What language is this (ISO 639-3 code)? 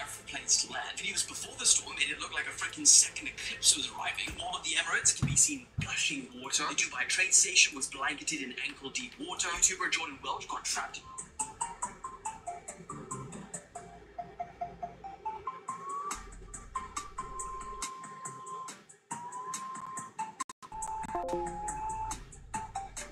eng